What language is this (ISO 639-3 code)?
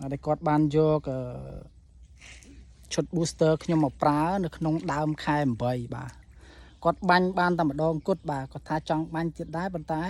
khm